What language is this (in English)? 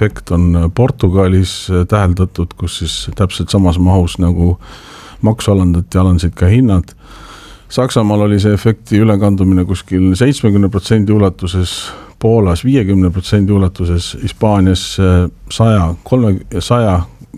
Estonian